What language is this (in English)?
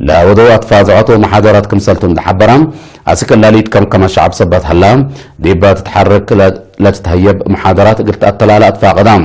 Tigre